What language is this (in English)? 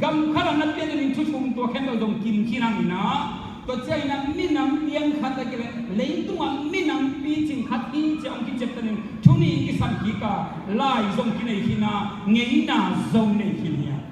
Tedim Chin